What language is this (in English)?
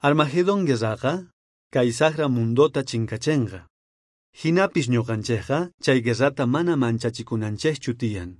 South Bolivian Quechua